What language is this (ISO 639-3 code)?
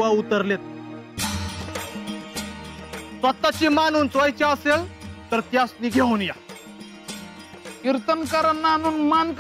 mar